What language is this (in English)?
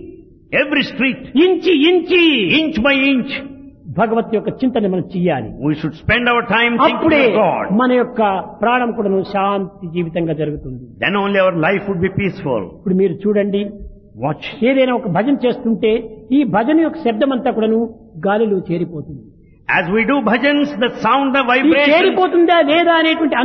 Telugu